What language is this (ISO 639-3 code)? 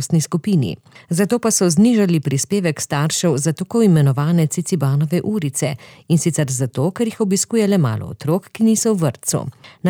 slv